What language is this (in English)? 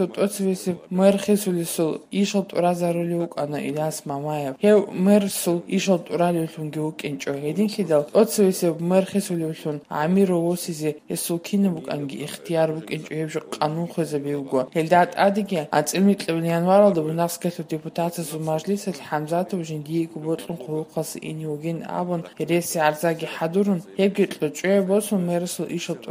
Avaric